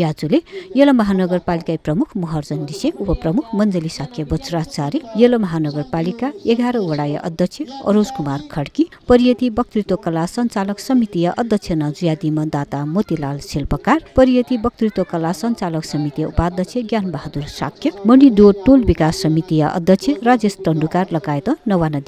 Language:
Newari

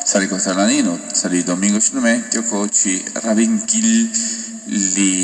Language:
Kekchí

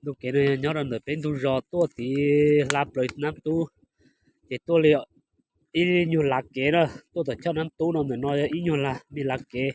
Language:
Hmong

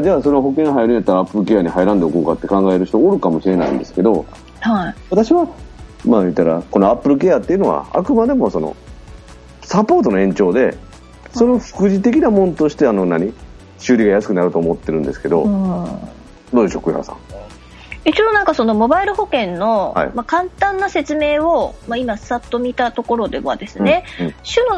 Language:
Japanese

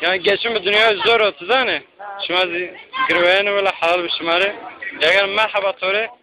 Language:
Zaza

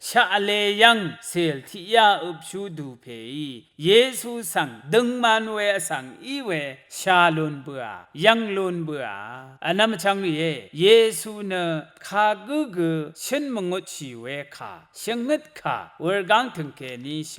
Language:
Rawang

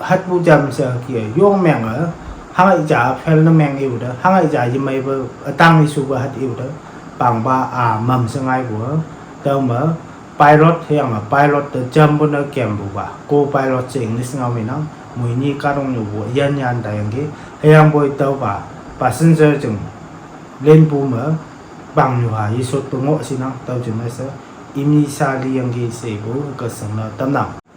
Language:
Konyak Naga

